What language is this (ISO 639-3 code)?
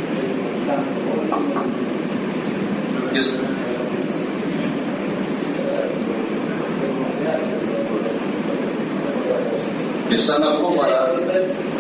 ell